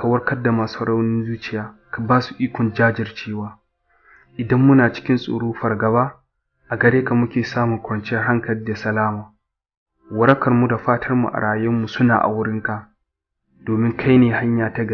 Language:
Hausa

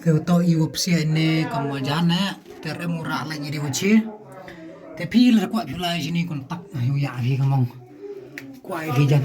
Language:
Khasi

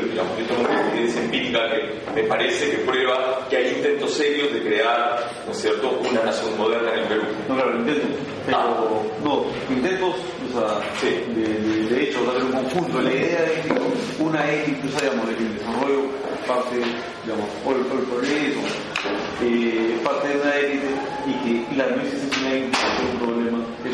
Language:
Spanish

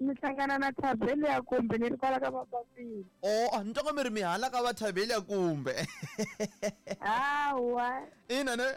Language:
Tsonga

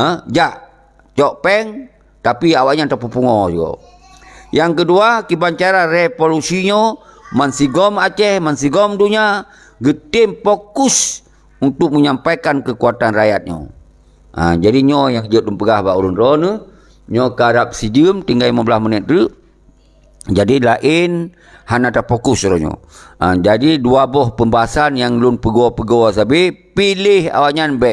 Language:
Achinese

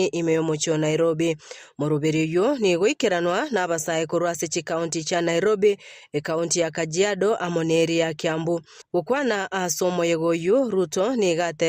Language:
Gusii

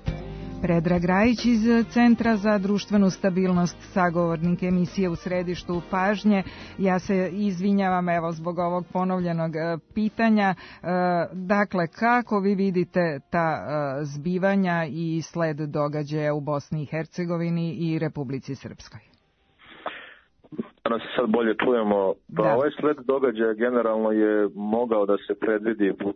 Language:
Serbian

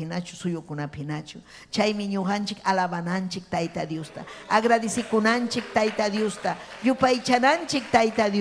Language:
Ayacucho Quechua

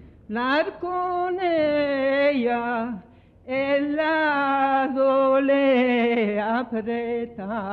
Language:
Ladino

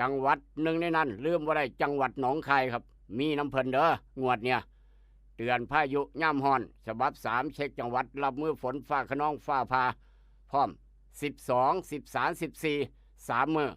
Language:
Northeastern Thai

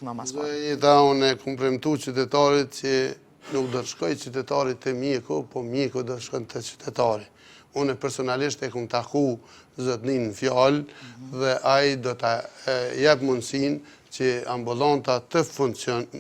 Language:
Albanian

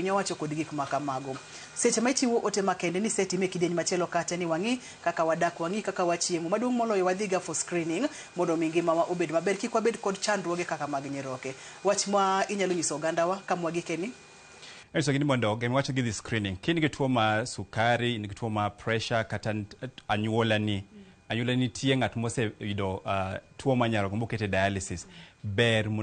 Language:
Luo (Kenya and Tanzania)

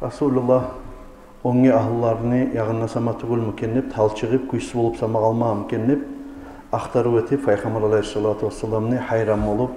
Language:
Kumyk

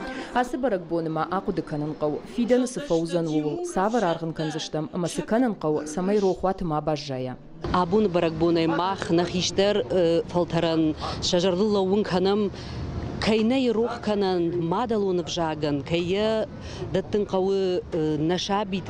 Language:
Ossetic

